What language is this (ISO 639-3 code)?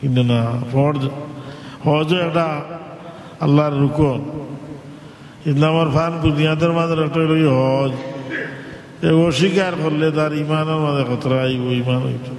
syl